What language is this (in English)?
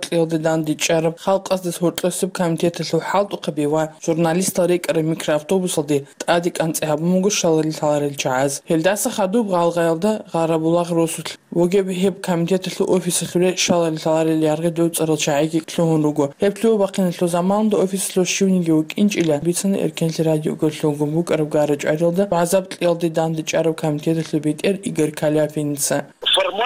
Avaric